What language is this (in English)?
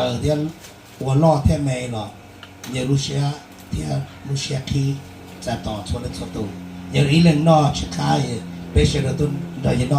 Hmong